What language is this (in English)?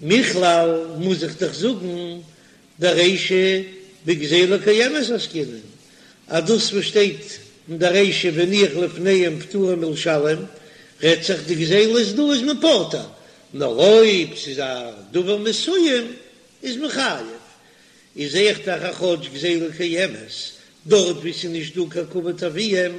Yiddish